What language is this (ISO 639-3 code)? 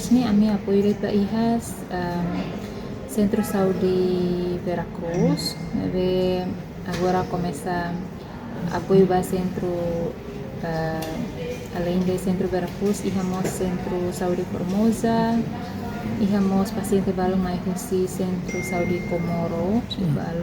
tet